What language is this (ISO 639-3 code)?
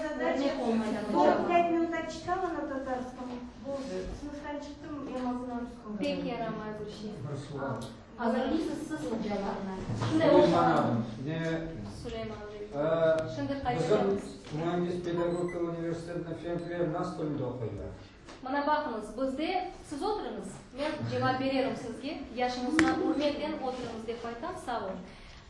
crh